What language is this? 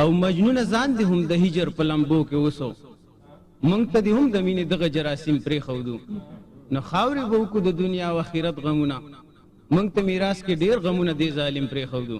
Pashto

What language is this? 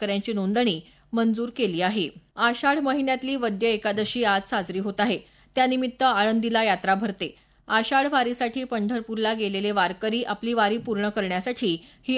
Marathi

